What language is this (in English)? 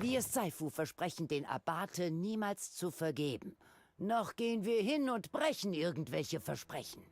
Bavarian